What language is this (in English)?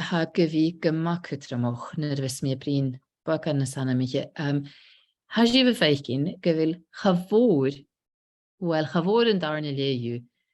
Scottish Gaelic